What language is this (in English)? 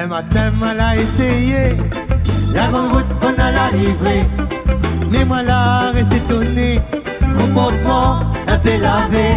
Réunion Creole French